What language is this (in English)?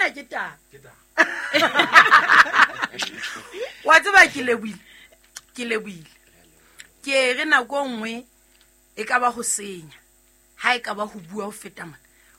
Southern Sotho